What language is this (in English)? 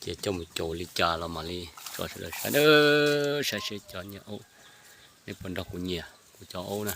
Hmong